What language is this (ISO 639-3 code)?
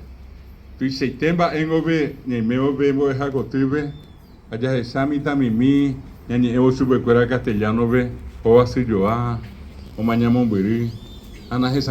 grn